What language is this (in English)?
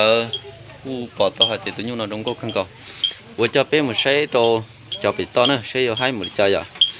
Hmong